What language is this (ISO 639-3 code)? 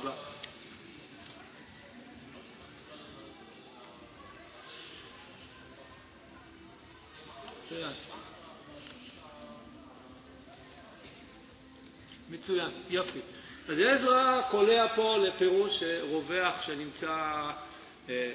heb